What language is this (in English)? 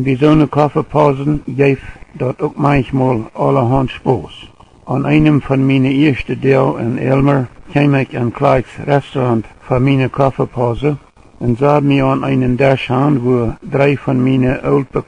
Plautdietsch